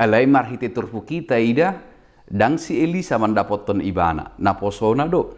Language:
Batak Toba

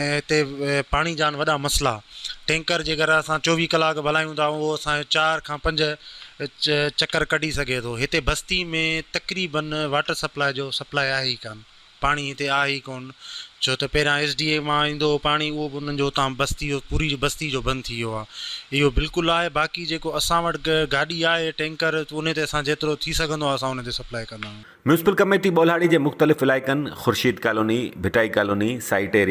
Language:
Sindhi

